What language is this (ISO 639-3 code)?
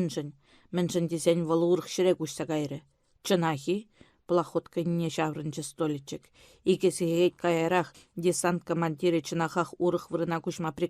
chv